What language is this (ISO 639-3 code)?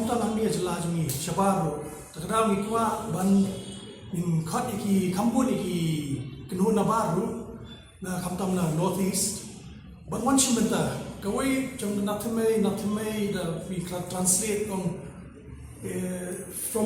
kha